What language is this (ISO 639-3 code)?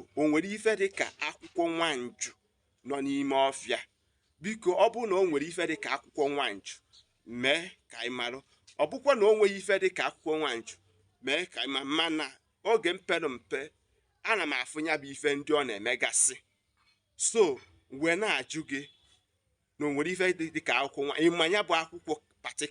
ibo